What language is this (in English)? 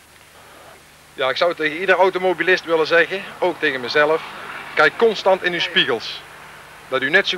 Dutch